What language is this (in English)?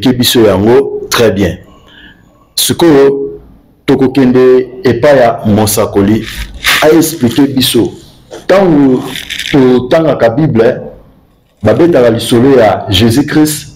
Lingala